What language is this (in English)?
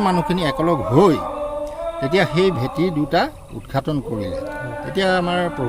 Assamese